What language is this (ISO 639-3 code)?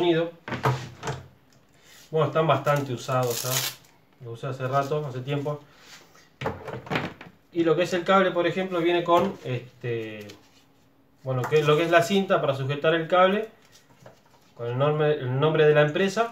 spa